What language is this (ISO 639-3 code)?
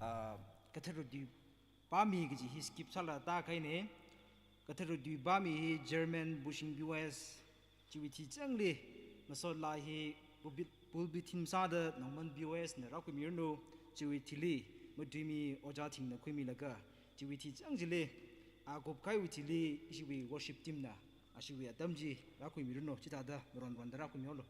nmf